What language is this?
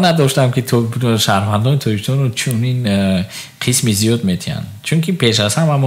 Tajik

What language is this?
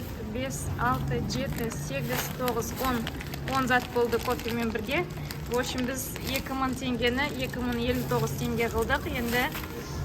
Kazakh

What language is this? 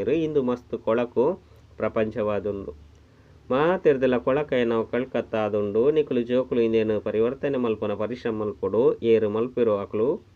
Tulu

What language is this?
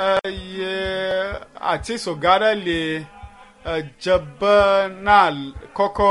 Ewe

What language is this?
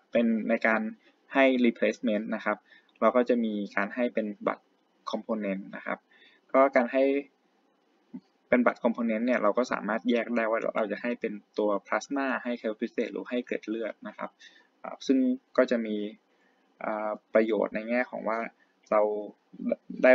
Thai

